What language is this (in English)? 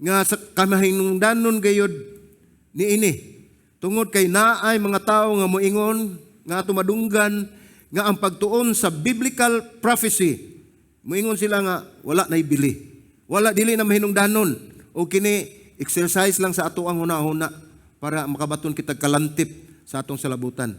Cebuano